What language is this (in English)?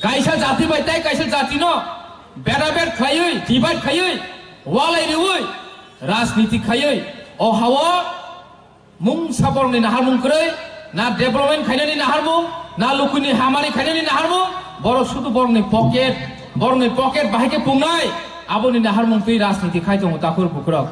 Kok Borok